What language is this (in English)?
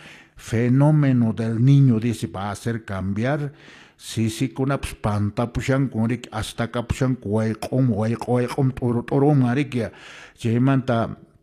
Quechua